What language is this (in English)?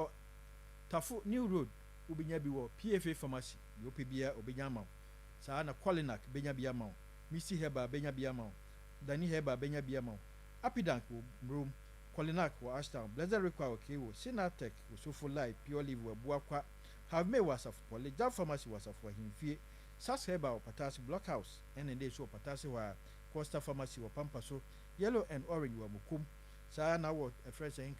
Akan